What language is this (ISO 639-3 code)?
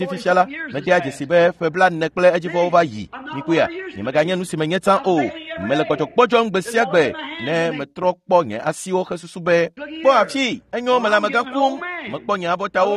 ewe